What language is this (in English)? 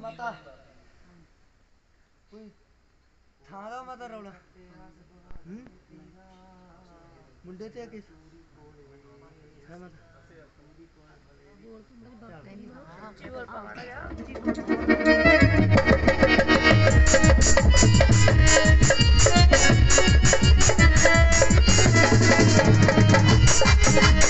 Punjabi